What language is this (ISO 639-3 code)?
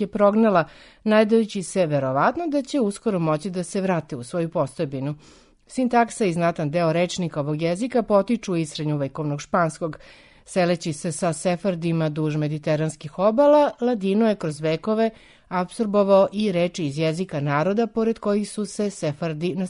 srp